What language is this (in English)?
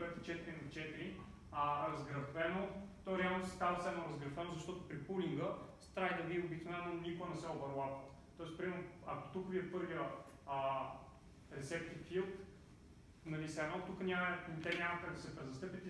Bulgarian